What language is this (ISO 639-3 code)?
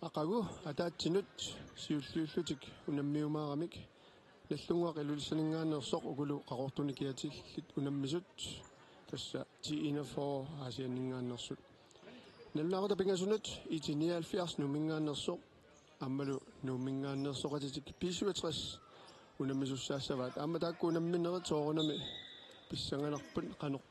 kal